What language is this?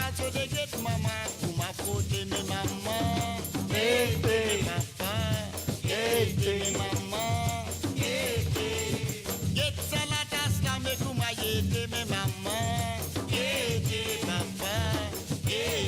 Morisyen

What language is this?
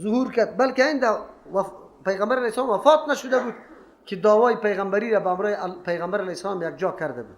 Persian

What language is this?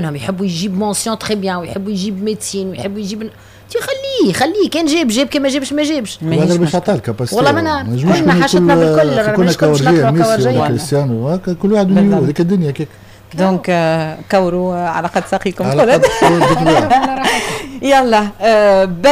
Tunisian Arabic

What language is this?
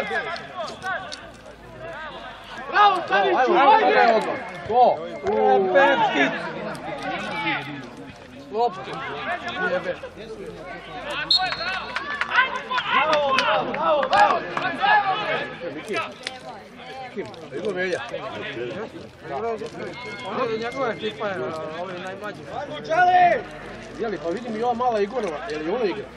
Serbian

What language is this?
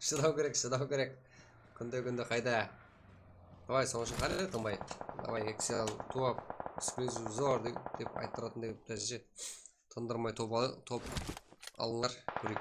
Kara-Kalpak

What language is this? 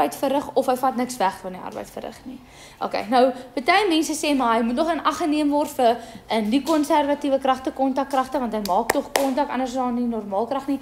Afrikaans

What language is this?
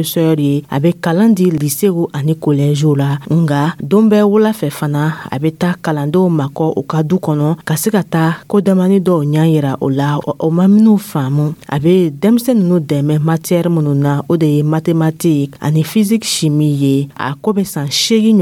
Dyula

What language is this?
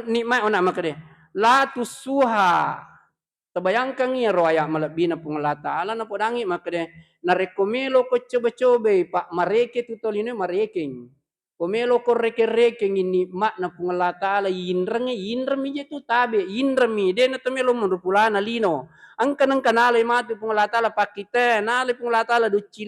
Buginese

